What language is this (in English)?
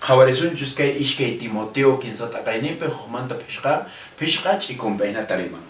Quechua